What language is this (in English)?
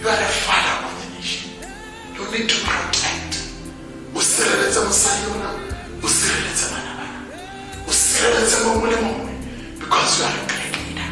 Tswana